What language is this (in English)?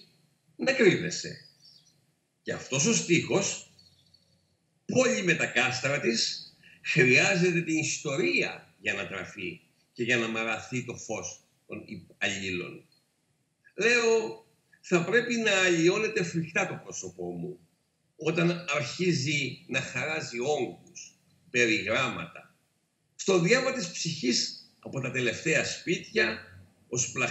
Greek